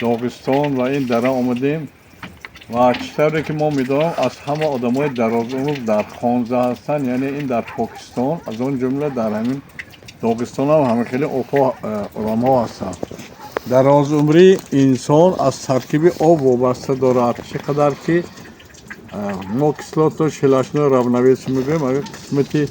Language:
Tajik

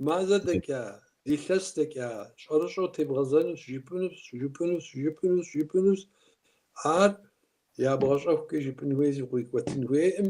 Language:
Kabardian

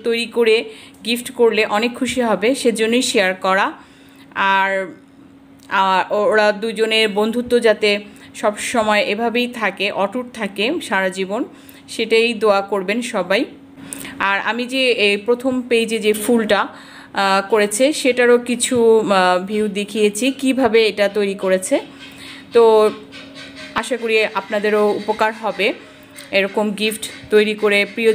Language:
Bangla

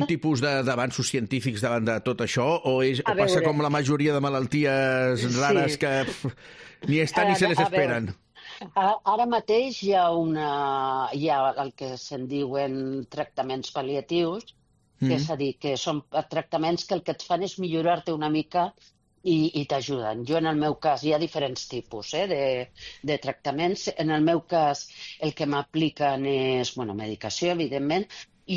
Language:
Catalan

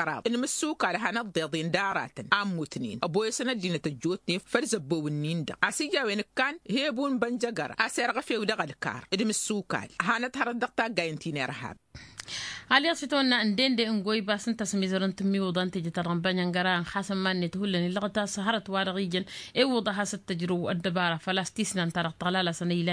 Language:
Tamasheq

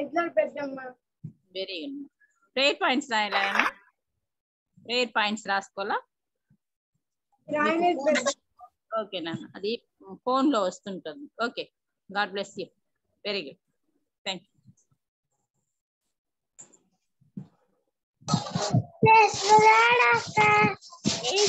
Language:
Telugu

